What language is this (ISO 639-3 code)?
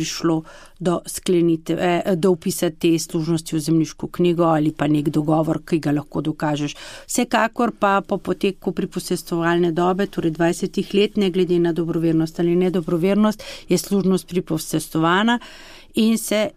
slv